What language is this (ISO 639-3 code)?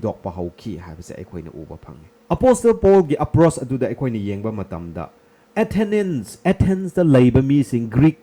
mni